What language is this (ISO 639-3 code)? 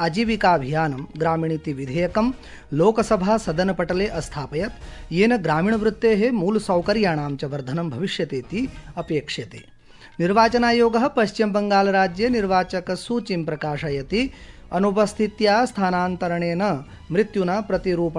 san